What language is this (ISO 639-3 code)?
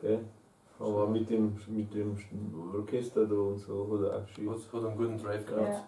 bar